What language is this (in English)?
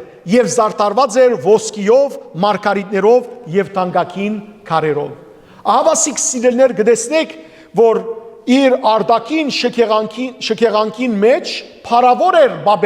Western Armenian